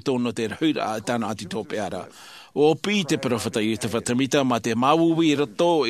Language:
Tahitian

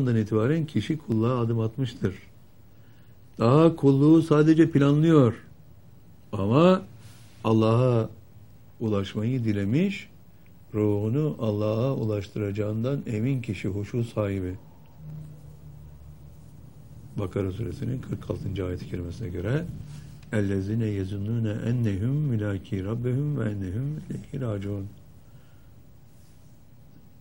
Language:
Turkish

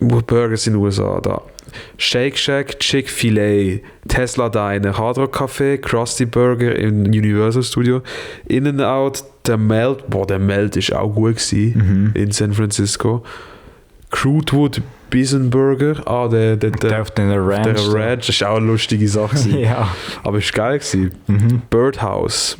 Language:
Swiss German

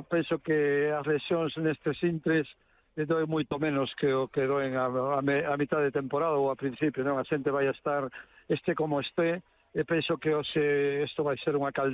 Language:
Galician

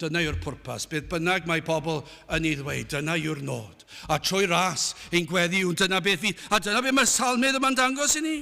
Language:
Welsh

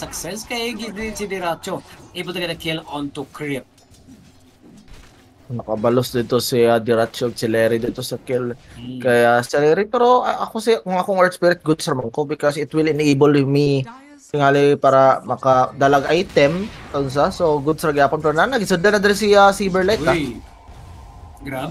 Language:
Cebuano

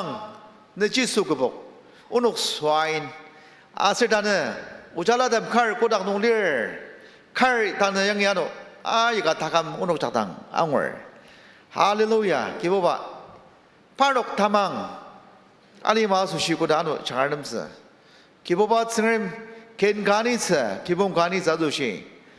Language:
Ao Naga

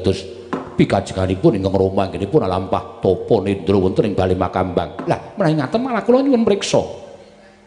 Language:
Javanese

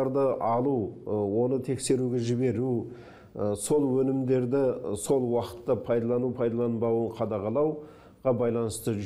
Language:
Kazakh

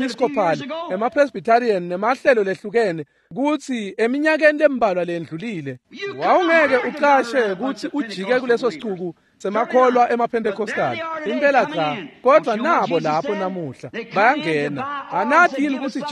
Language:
Swati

